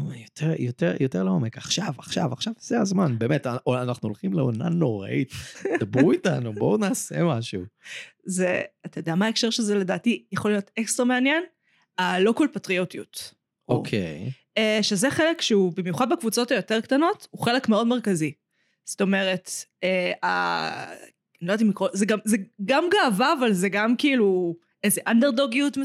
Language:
Hebrew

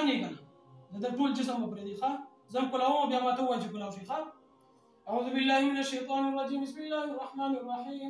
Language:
Pashto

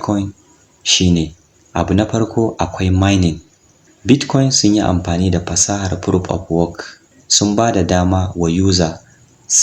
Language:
Hausa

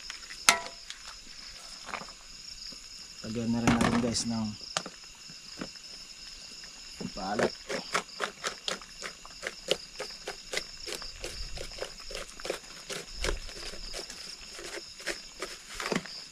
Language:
Filipino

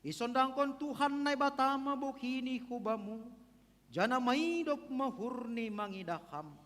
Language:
Batak Simalungun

